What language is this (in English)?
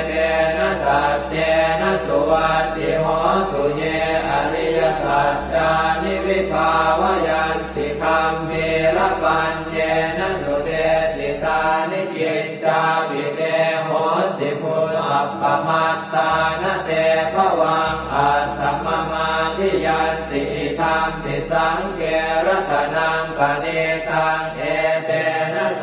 Pali